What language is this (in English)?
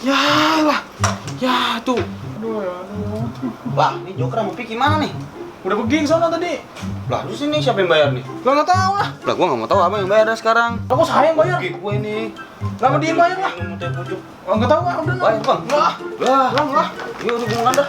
Betawi